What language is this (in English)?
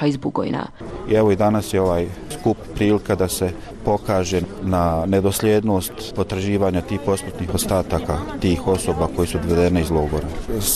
Bosnian